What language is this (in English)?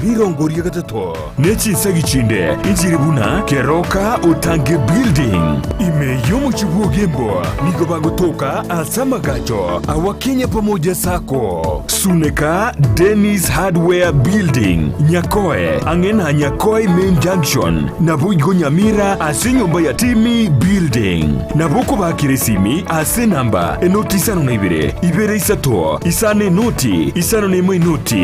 Gusii